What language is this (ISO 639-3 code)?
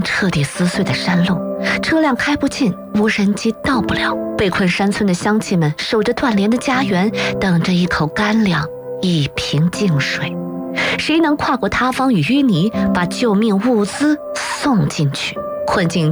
zho